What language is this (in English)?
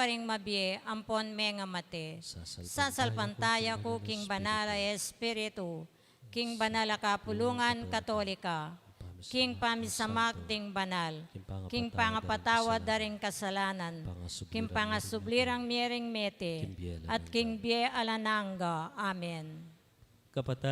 Pampanga